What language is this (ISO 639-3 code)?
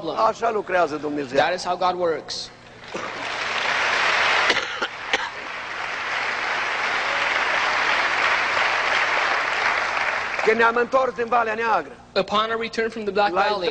ron